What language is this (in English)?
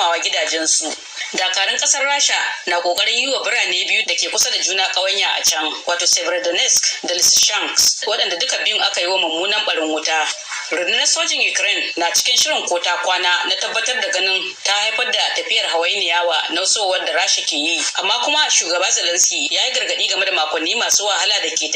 Hausa